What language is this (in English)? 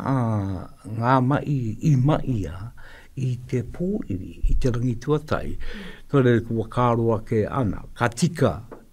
Māori